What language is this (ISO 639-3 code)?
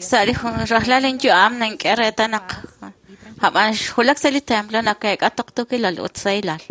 kek